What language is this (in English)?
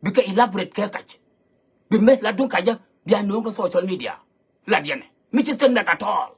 Nuer